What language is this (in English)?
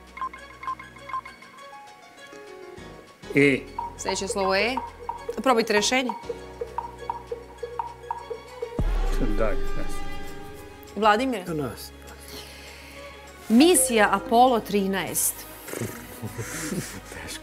Serbian